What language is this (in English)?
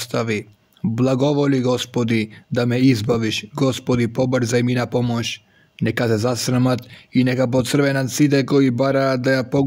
Macedonian